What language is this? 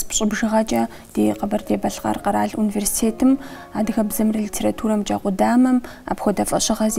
Kabardian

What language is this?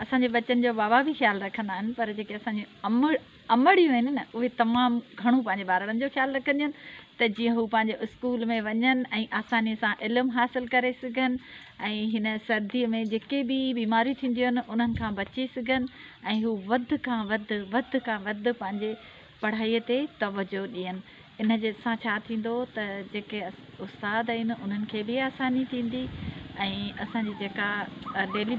Sindhi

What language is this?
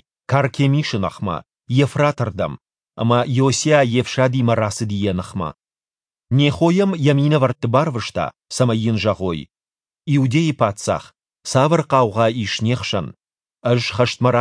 Ossetic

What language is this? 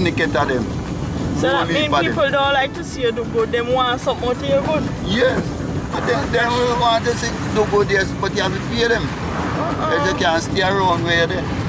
Jamaican Creole English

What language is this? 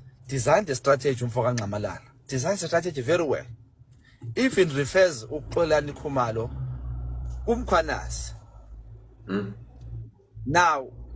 Zulu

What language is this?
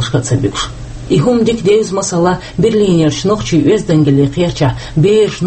Chechen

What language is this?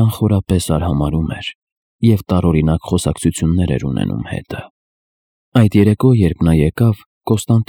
Armenian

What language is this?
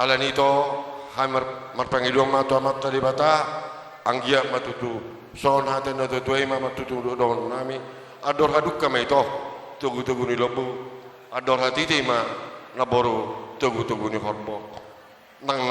Batak Toba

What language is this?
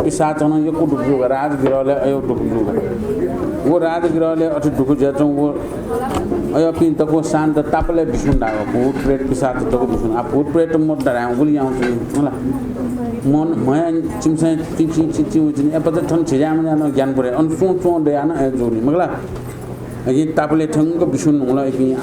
Newari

